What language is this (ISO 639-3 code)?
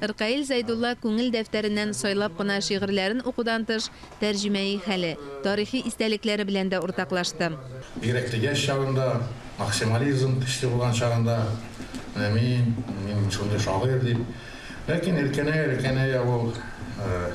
tat